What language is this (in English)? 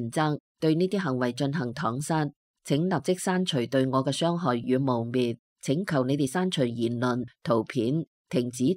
Cantonese